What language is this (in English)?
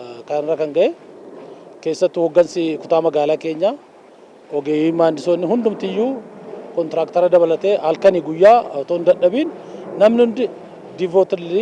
Oromo